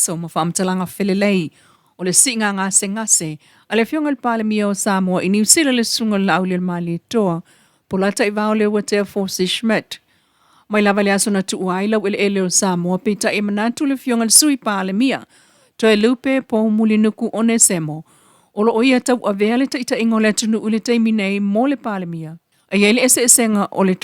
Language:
Samoan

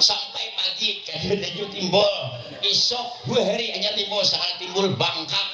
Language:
Banjar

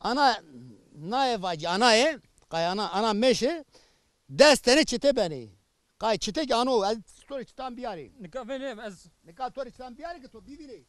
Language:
Zaza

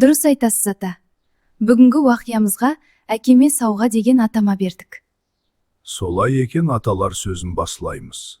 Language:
Kara-Kalpak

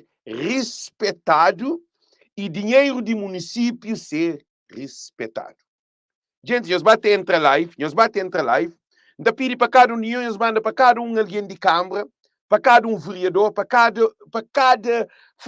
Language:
Kabuverdianu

